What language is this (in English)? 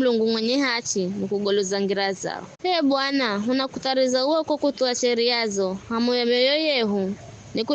Giryama